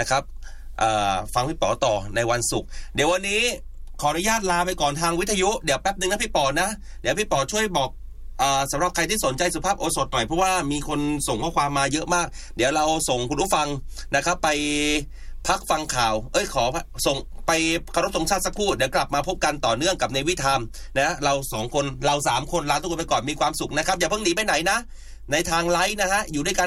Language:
Thai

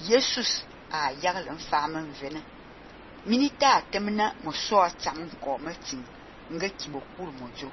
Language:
Fang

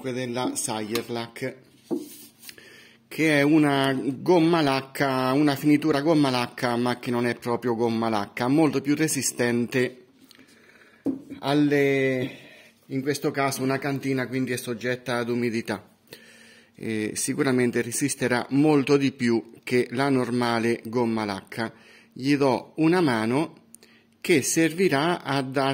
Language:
Italian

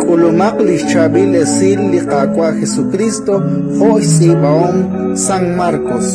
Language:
Kekchí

